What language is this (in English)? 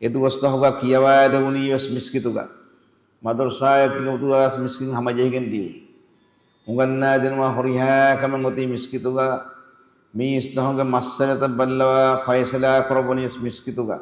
Divehi